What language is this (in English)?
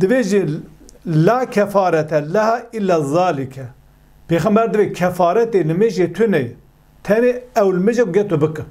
Kurdish